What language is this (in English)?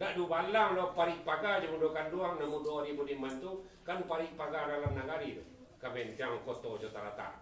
Minangkabau